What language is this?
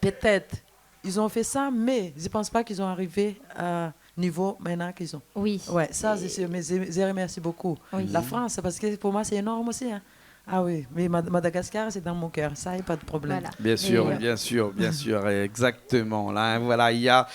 Réunion Creole French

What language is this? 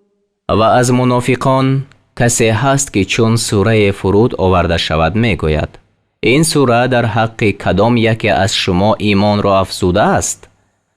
Tajik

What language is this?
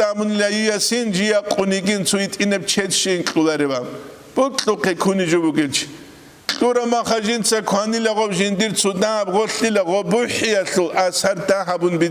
Avaric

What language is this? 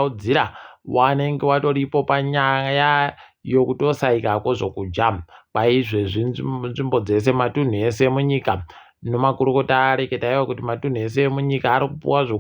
Ndau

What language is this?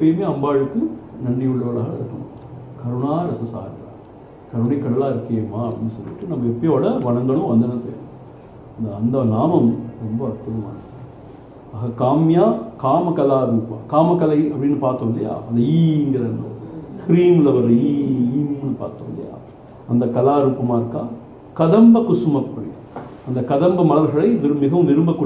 Tamil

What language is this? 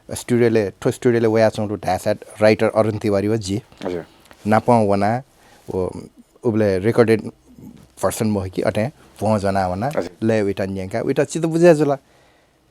Newari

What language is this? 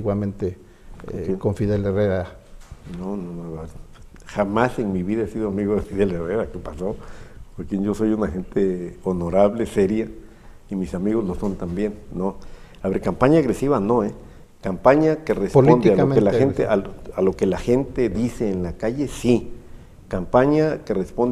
Spanish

